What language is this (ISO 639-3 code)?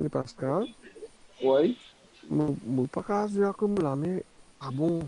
mfe